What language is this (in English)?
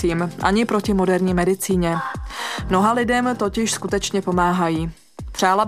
Czech